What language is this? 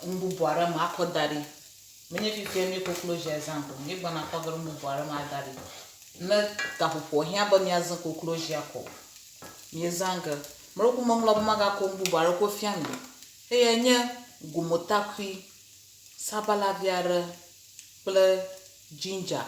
Ewe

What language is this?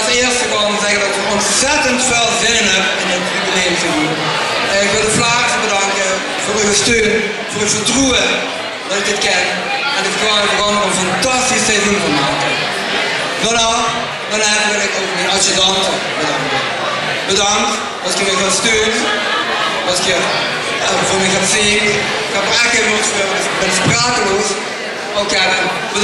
Limburgish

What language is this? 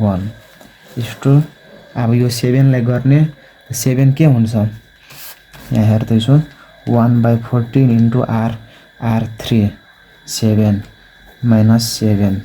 Nepali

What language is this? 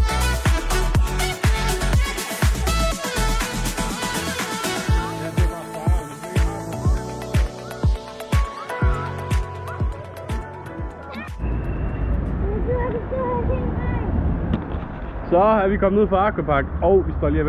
Danish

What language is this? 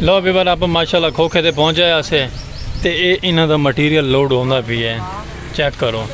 Saraiki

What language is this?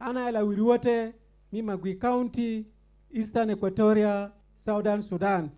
Acoli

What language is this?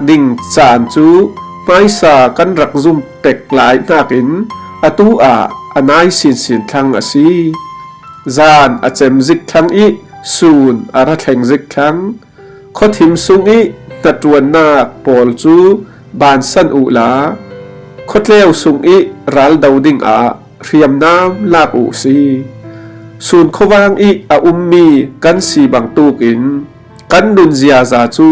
Falam Chin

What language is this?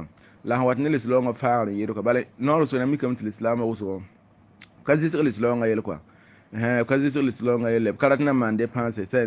Mossi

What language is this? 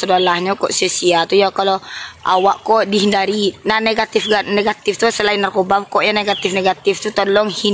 Minangkabau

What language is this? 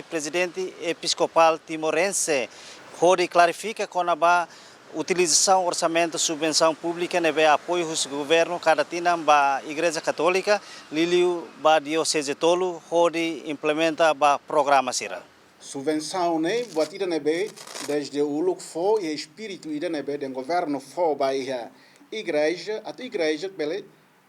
Tetum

